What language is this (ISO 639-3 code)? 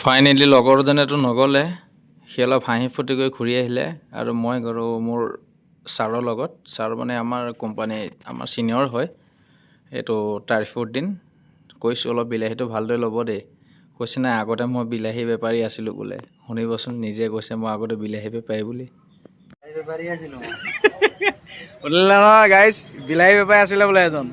asm